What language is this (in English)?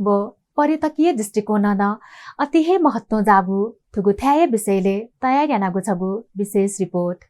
Newari